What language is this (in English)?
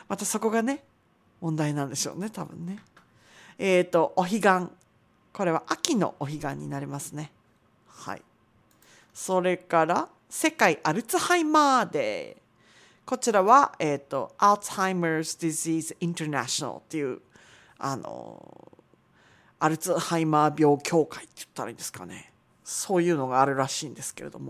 Japanese